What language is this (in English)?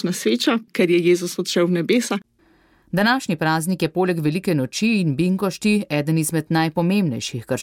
Slovenian